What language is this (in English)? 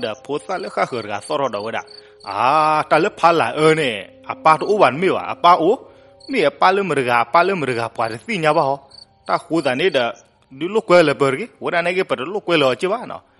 S'gaw Karen